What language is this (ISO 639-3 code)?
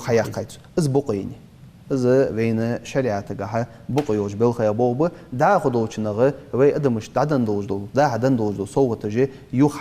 inh